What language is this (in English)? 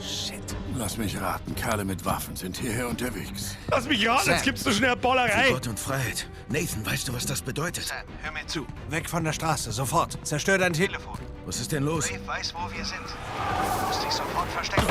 Bavarian